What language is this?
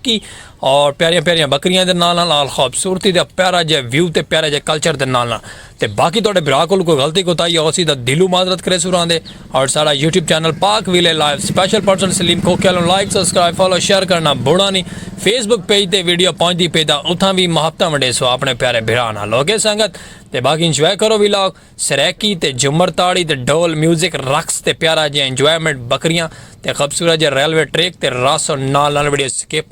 Saraiki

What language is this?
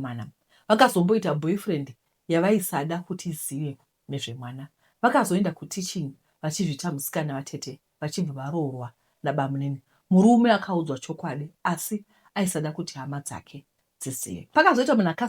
Shona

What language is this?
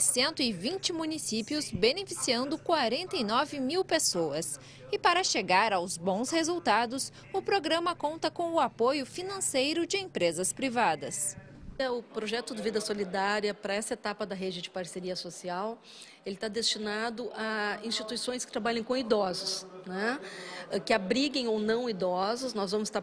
Portuguese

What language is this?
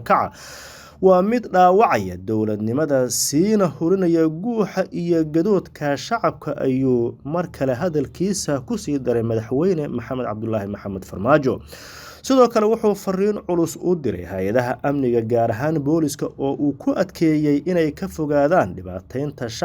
Somali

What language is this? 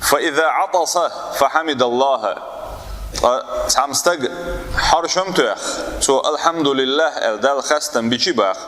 Chechen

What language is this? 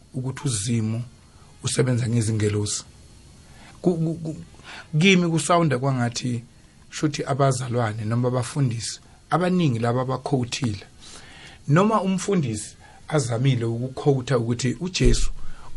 South Ndebele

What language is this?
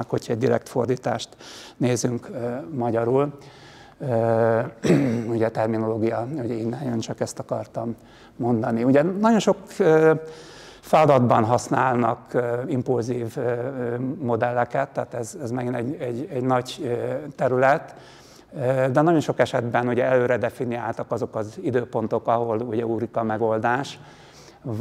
Hungarian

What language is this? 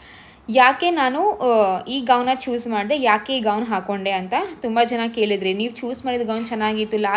Kannada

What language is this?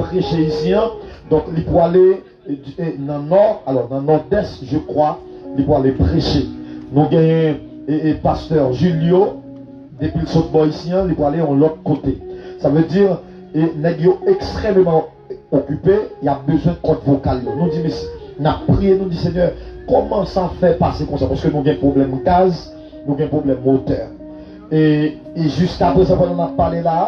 Haitian Creole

